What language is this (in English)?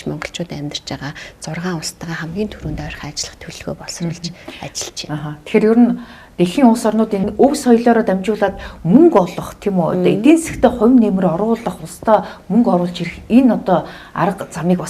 Mongolian